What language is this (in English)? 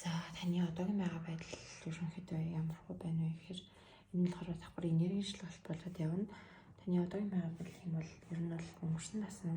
Mongolian